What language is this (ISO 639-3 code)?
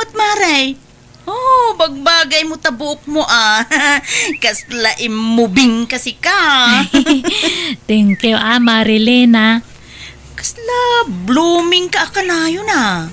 ilo